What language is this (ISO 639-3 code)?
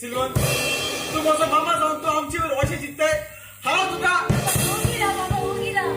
kok